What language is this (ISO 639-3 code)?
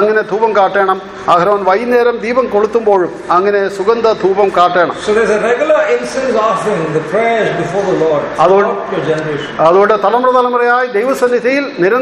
mal